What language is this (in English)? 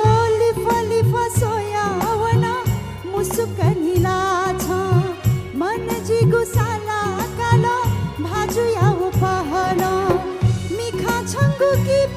Newari